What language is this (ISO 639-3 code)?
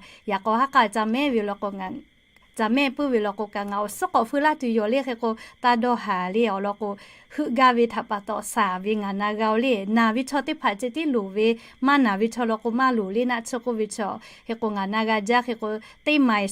lhu